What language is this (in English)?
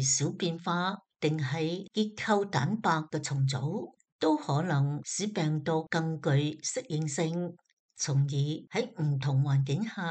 Cantonese